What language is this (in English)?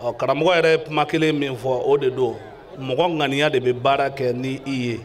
Bambara